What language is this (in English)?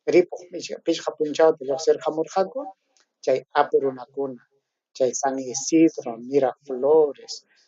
Ayacucho Quechua